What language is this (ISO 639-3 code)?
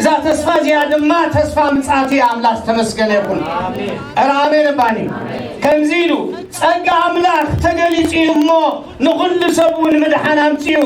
tir